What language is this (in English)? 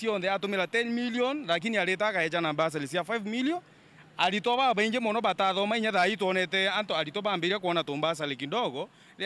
Meru